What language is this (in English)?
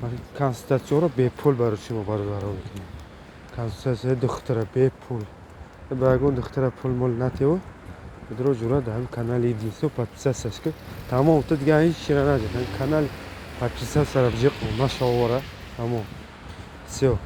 Tajik